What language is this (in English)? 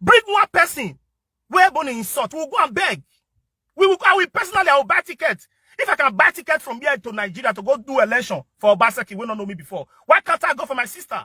Nigerian Pidgin